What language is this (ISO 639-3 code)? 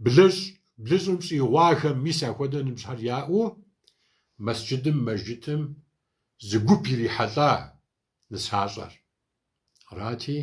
kbd